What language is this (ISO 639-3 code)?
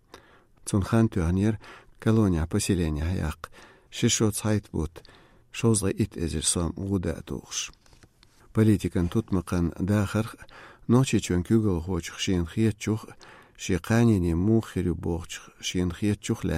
che